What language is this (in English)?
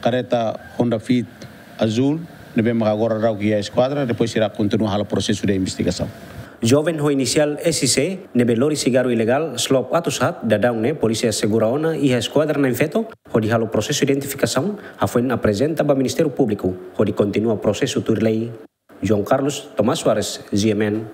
Tetum